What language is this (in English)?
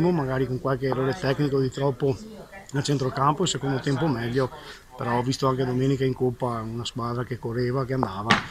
Italian